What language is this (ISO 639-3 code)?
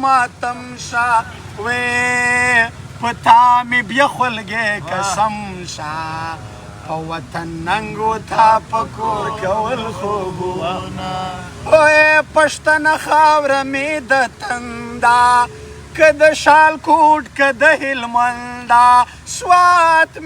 pus